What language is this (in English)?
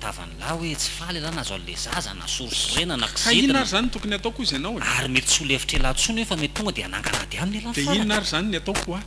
Malagasy